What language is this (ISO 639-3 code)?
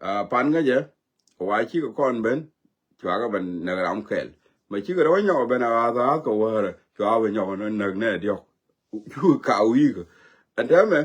nus